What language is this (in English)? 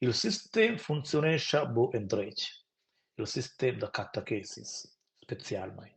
Romansh